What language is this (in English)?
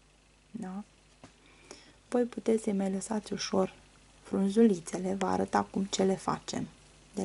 Romanian